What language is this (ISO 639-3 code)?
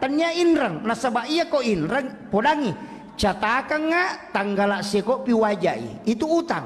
bug